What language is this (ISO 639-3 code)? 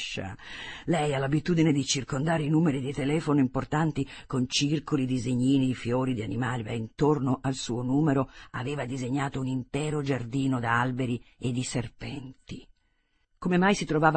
ita